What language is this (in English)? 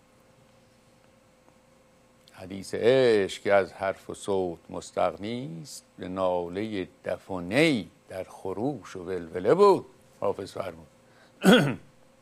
Persian